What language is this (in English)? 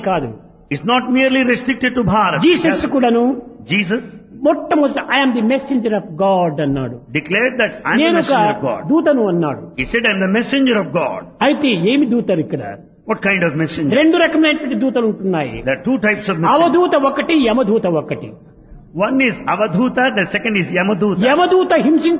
Telugu